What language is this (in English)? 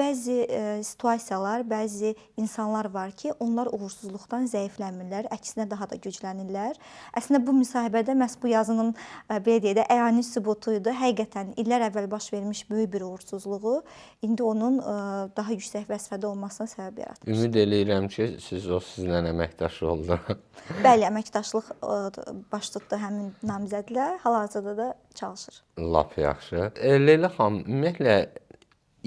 Azerbaijani